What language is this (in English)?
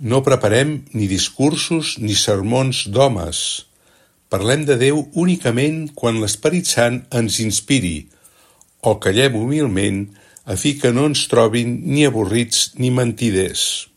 Catalan